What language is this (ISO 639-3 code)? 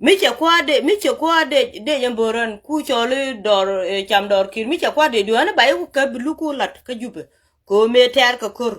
nus